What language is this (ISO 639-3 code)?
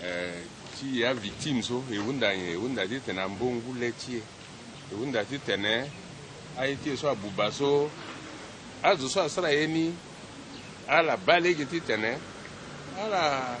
sag